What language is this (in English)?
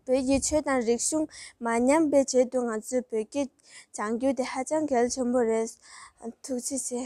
Tibetan